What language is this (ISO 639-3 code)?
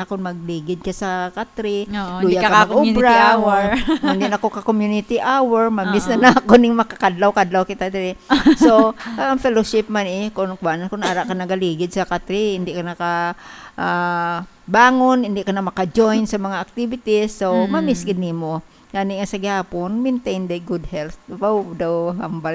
hil